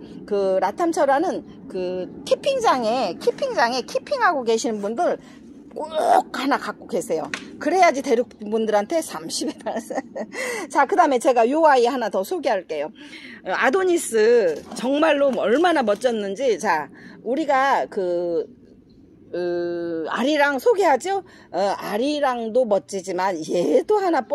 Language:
Korean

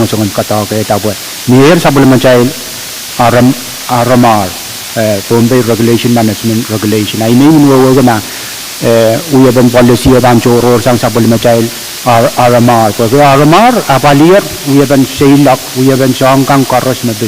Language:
Pohnpeian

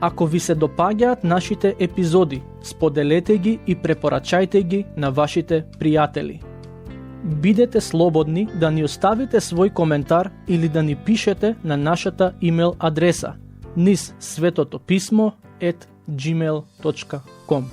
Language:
Macedonian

